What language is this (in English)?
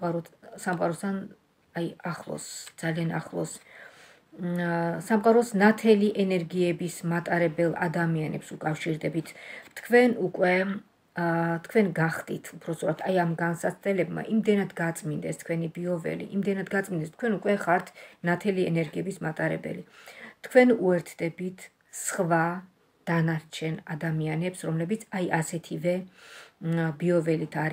Georgian